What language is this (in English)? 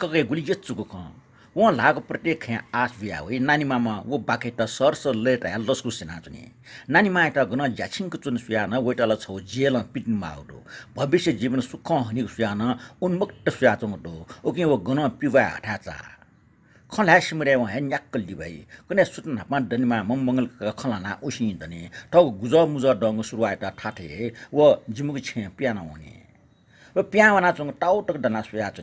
Newari